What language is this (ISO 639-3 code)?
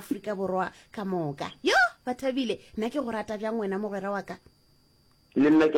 nso